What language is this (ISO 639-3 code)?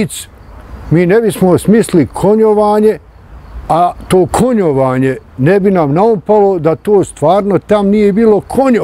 bos